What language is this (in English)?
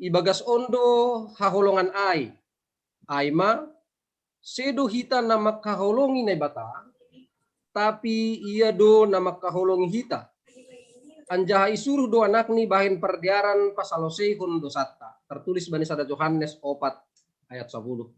Batak Simalungun